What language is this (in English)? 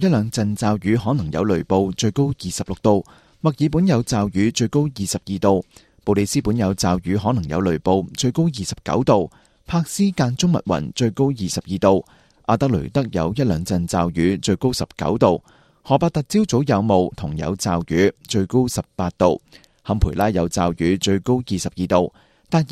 Cantonese